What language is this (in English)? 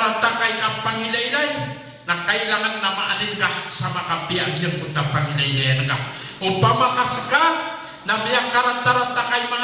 Maranao